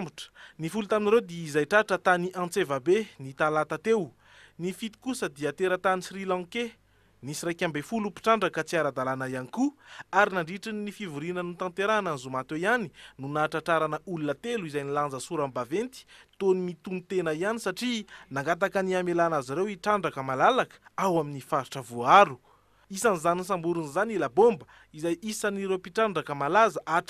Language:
Malagasy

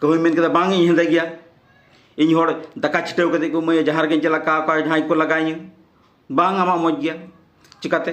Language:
Santali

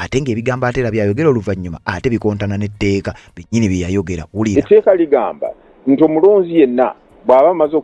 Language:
Ganda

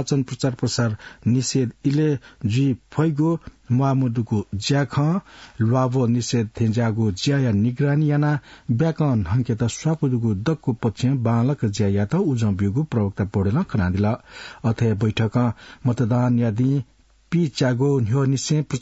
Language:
Newari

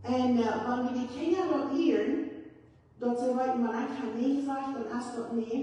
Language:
Plautdietsch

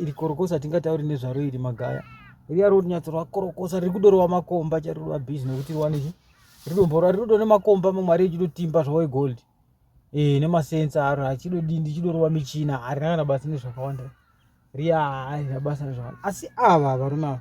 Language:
Shona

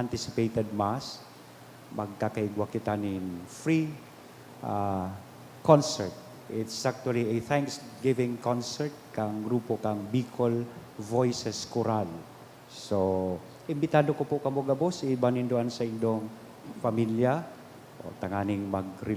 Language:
Bikol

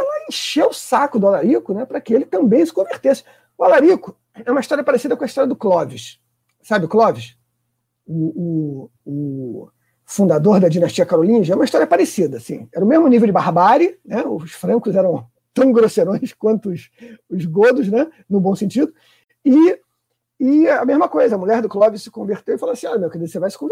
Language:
Portuguese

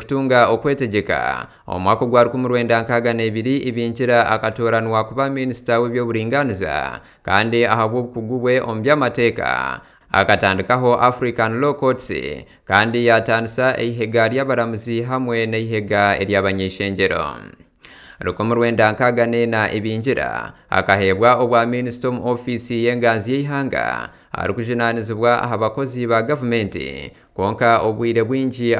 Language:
Nyankole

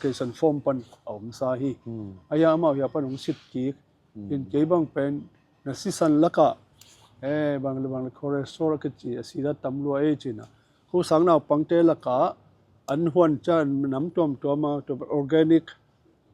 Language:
Tedim Chin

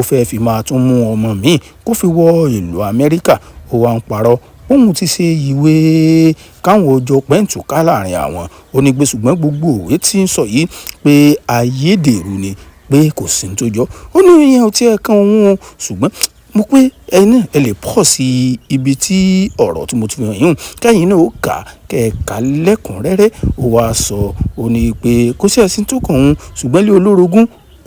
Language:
Yoruba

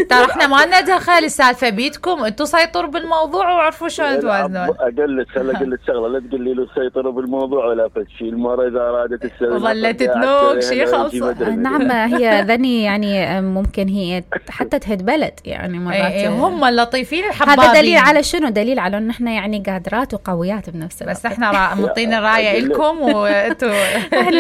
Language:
Mesopotamian Arabic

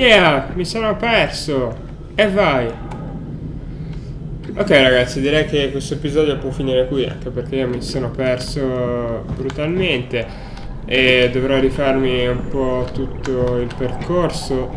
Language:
Italian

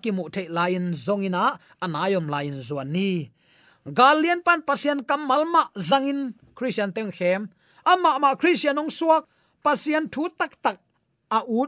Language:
Tedim Chin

